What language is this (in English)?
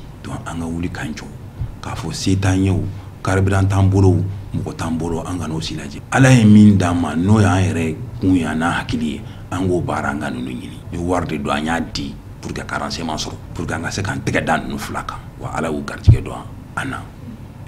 Bambara